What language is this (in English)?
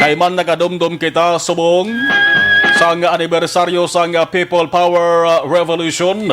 Hiligaynon